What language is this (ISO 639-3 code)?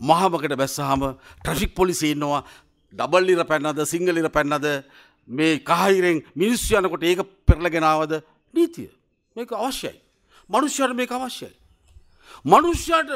sin